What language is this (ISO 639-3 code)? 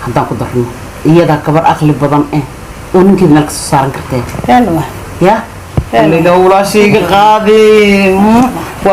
som